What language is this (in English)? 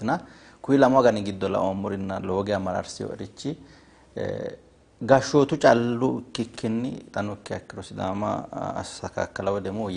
Sidamo